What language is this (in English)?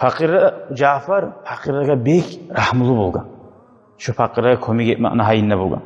Kumyk